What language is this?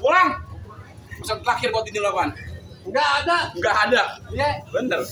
Betawi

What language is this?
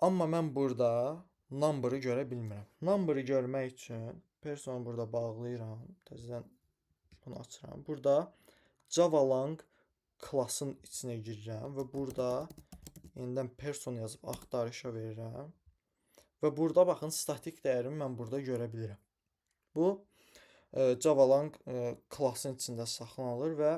Azerbaijani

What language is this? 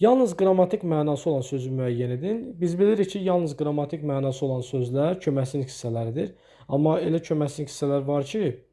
Azerbaijani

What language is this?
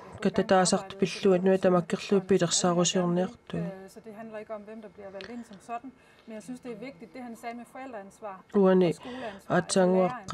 Kalaallisut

